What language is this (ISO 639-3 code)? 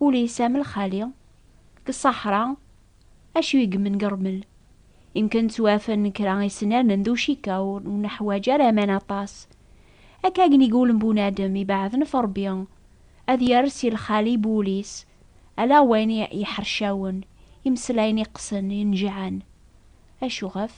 kab